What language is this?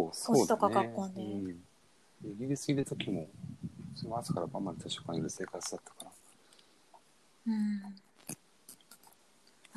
Japanese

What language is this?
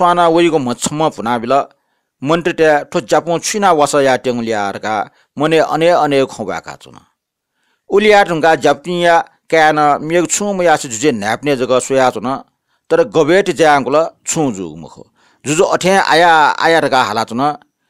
Newari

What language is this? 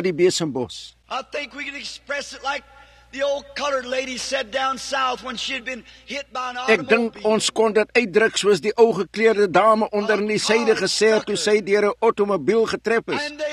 Afrikaans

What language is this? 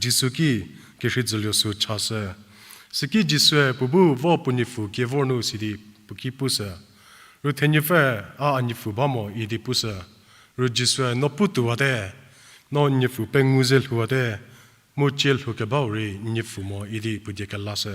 Angami Naga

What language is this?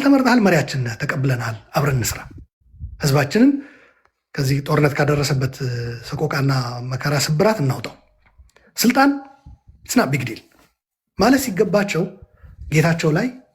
Amharic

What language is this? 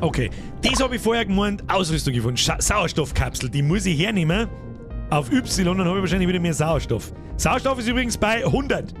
Bavarian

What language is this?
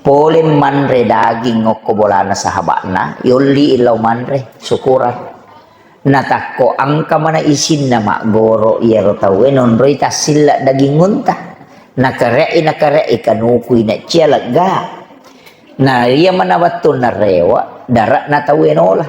Buginese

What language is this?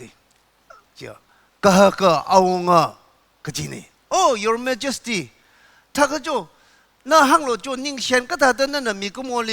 Tangkhul Naga (India)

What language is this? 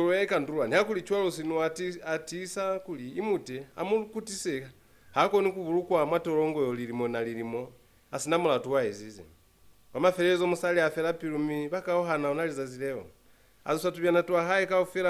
Lozi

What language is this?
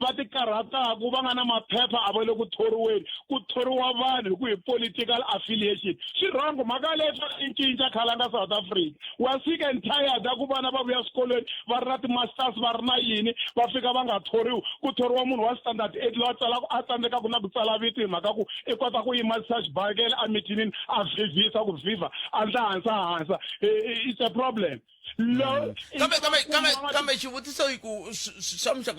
Tsonga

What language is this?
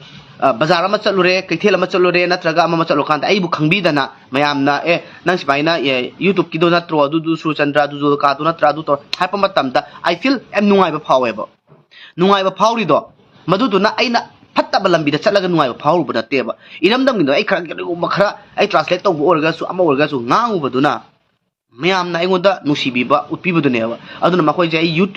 Manipuri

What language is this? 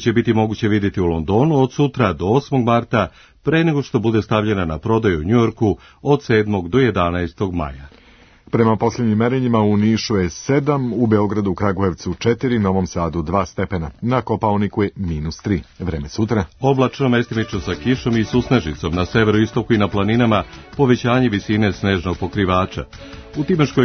Serbian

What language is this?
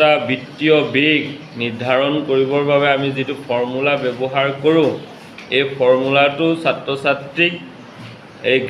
Assamese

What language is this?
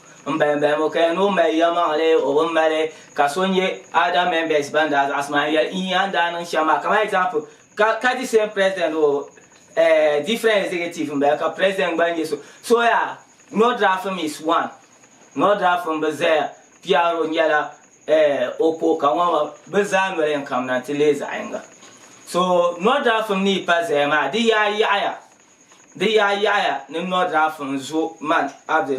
Dagbani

